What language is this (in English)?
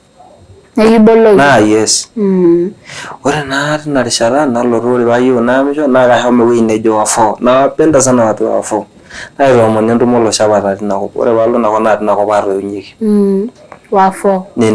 Masai